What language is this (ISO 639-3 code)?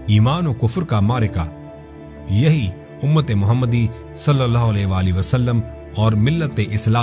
urd